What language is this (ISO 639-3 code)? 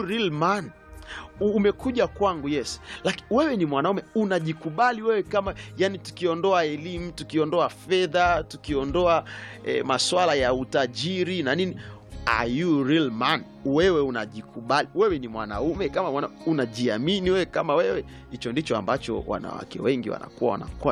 swa